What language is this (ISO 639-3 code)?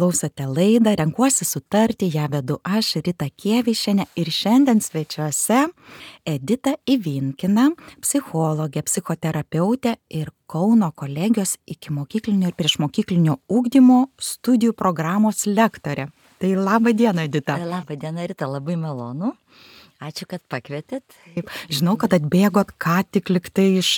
lit